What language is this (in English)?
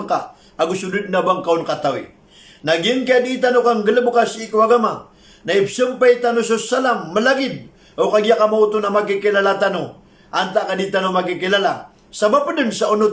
Maranao